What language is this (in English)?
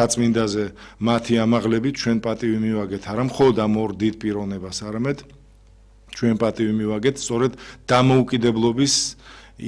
Georgian